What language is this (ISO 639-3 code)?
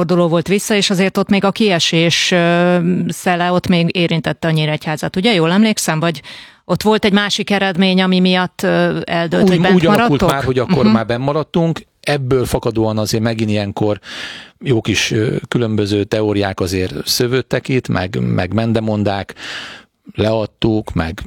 hun